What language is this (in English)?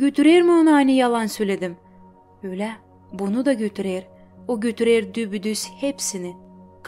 Gagauz